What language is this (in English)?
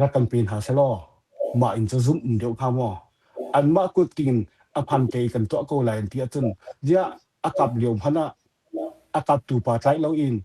Hakha Chin